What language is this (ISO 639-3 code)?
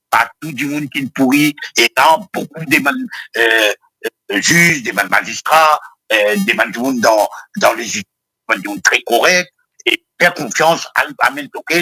mfe